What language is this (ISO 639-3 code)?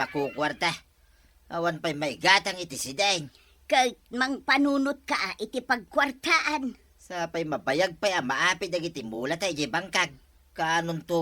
ilo